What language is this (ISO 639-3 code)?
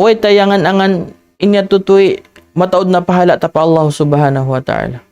tsg